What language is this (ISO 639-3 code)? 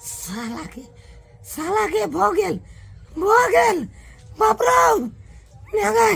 mai